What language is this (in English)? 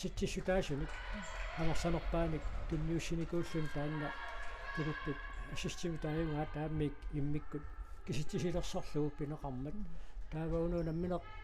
Kalaallisut